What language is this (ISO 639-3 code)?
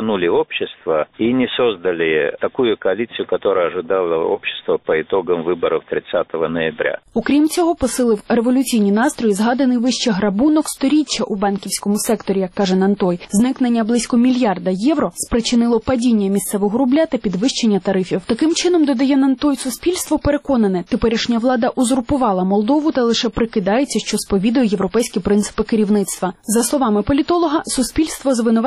ukr